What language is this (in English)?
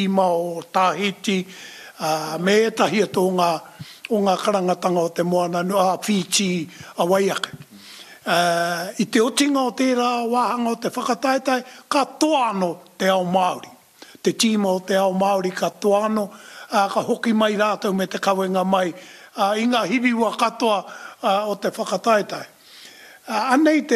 Māori